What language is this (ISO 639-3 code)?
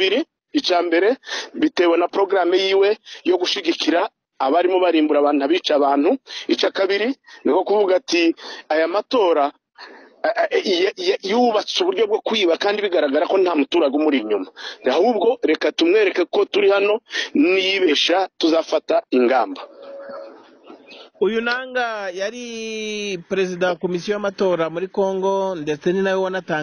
kin